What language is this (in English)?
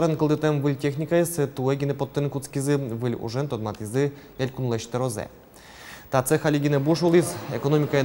Udmurt